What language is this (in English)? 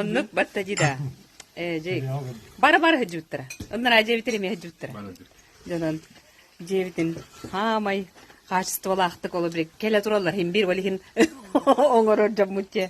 Yakut